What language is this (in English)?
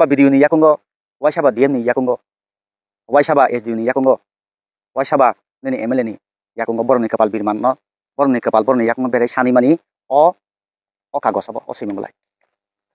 Kok Borok